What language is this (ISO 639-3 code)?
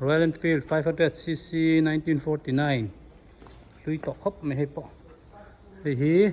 hmr